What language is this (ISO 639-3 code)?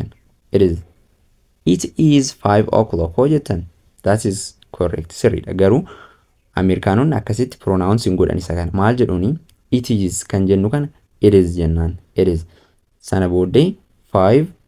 orm